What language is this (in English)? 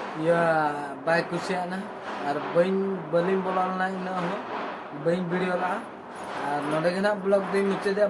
Santali